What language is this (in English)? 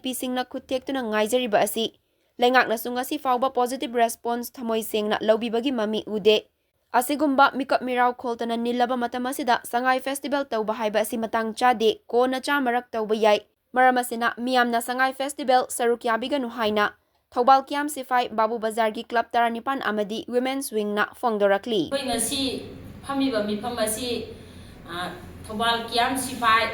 Manipuri